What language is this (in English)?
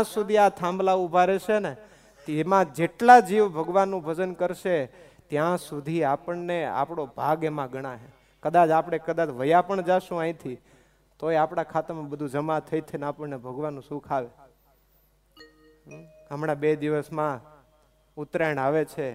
Gujarati